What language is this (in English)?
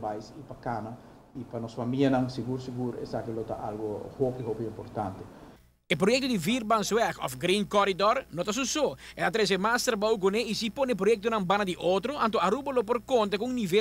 Papiamento